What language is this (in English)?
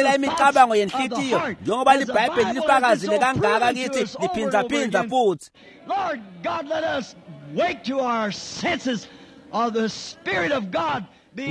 Swati